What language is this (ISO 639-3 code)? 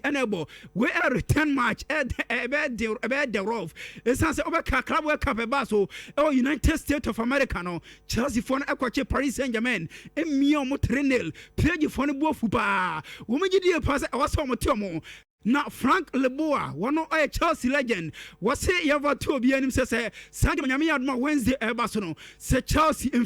aka